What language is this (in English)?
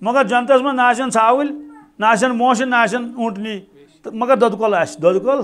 Kashmiri